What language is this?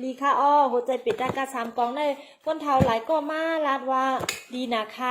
Shan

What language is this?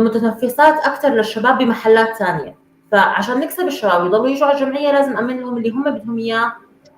North Levantine Arabic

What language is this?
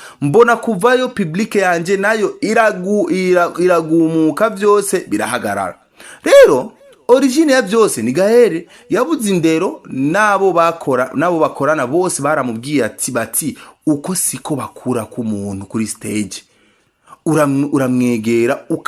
Rundi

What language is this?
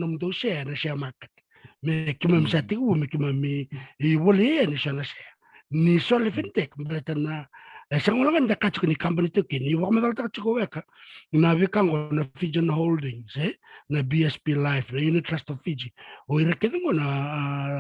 Fijian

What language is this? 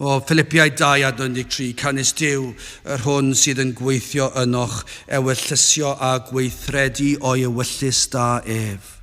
Welsh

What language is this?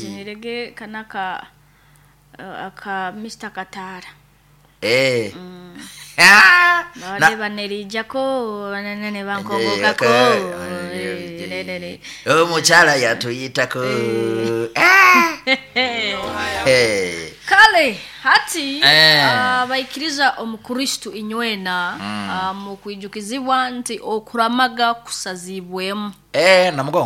Nyoro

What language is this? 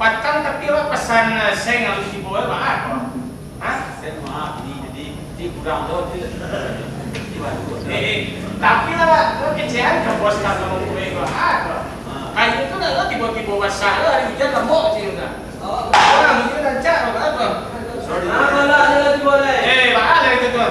Minangkabau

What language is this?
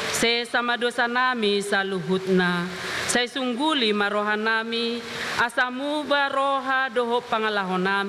Batak Toba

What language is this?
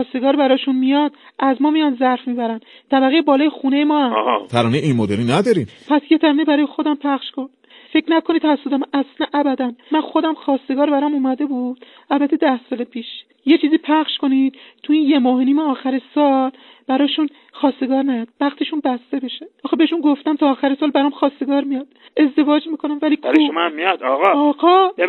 Persian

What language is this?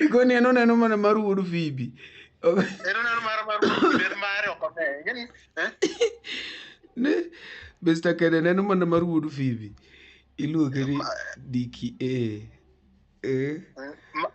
Luo (Kenya and Tanzania)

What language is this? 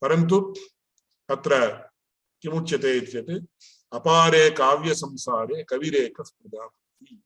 Sanskrit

